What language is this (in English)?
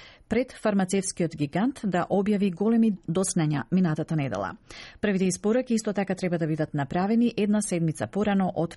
Macedonian